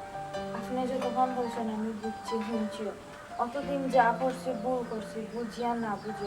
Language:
Sylheti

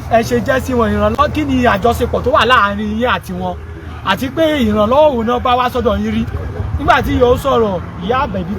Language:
Yoruba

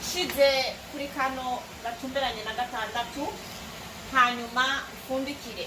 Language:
Rundi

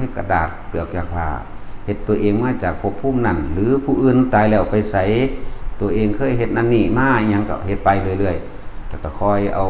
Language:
Northeastern Thai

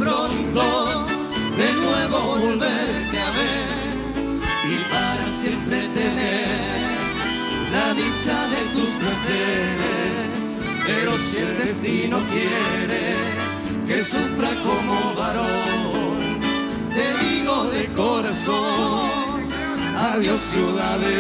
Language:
Spanish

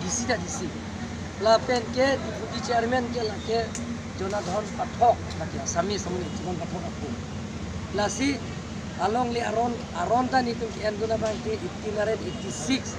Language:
Karbi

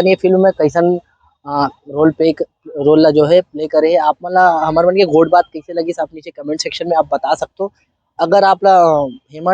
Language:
Chhattisgarhi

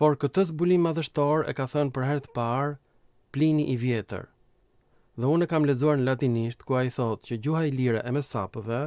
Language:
Albanian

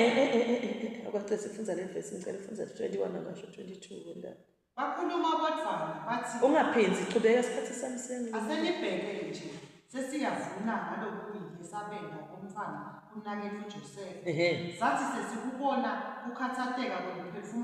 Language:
Zulu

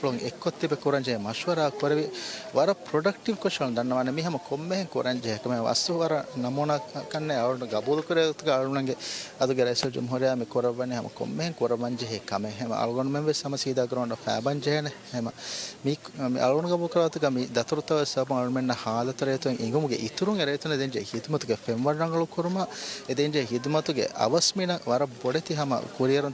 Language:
Divehi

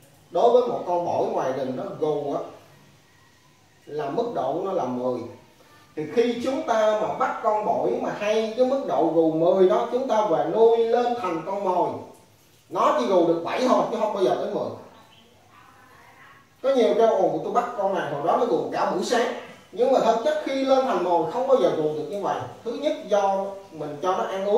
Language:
Vietnamese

